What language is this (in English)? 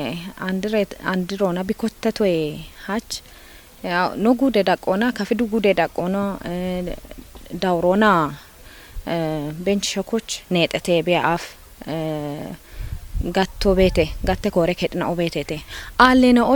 Kafa